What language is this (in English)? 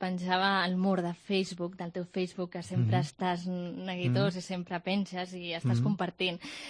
Catalan